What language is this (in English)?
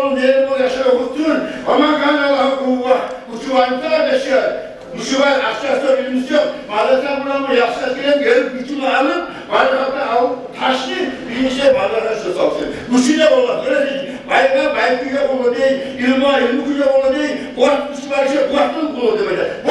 Kumyk